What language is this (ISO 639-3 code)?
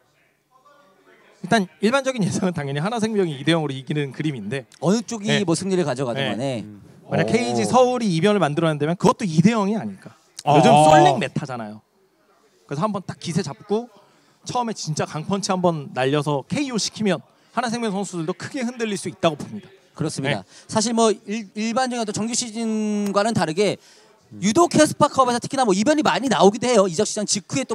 kor